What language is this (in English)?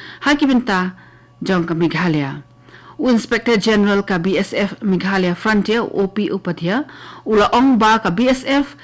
Khasi